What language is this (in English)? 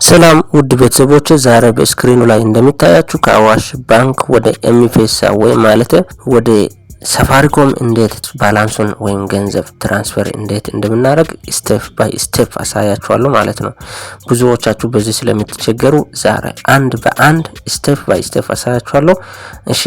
Amharic